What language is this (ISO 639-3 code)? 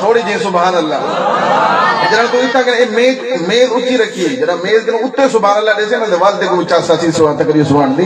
skr